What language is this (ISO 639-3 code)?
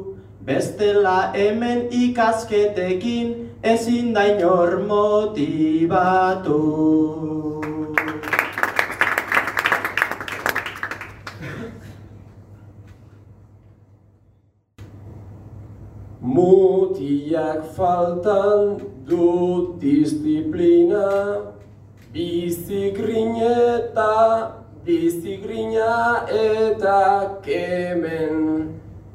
eus